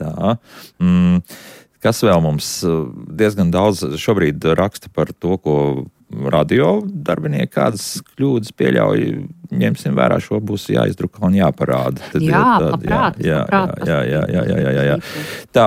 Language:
Latvian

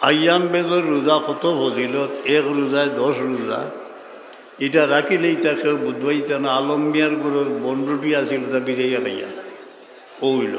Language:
Sylheti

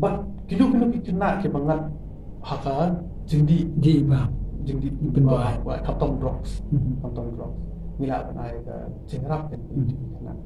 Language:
Khasi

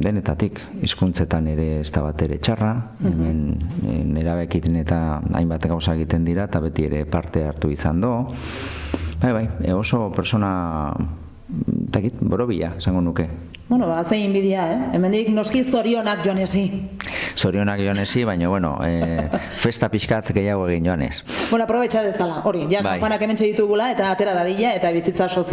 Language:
Basque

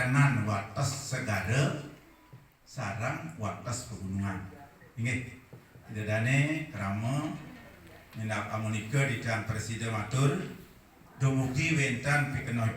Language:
Balinese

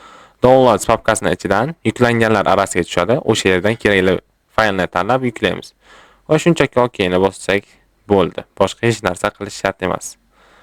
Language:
Uzbek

